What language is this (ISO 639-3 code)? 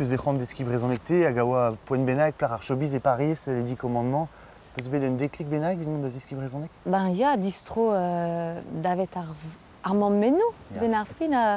bre